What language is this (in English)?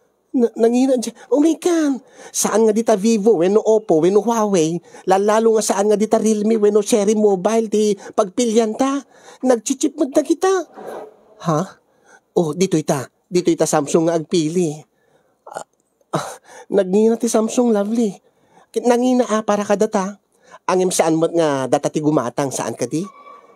Iloko